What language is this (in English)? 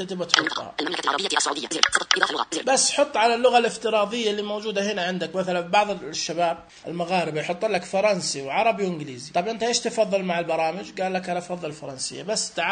Najdi Arabic